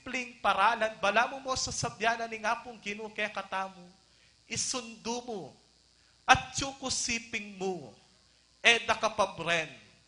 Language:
Pampanga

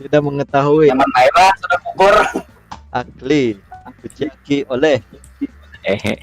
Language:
Banjar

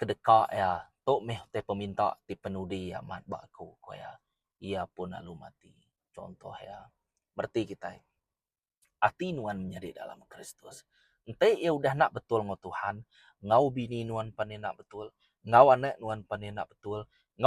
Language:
Iban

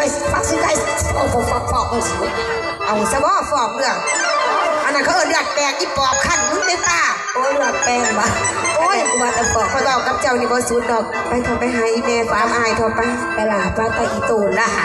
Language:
Northeastern Thai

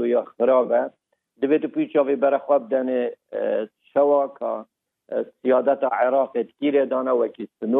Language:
Kurdish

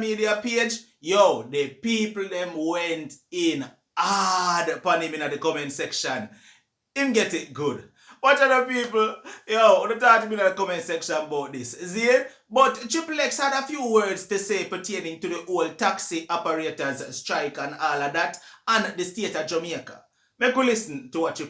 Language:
Jamaican Creole English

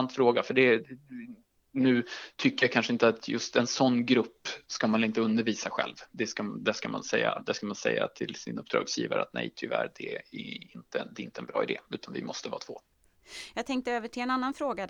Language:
Swedish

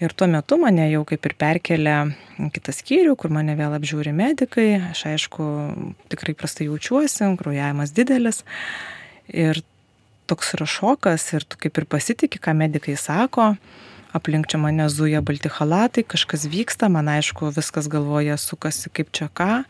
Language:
Lithuanian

